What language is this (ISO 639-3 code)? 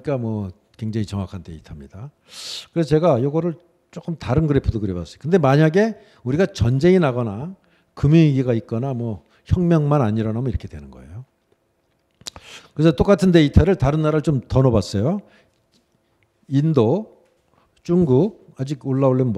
kor